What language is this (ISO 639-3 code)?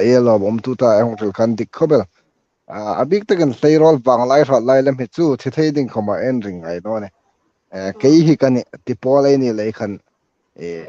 hmr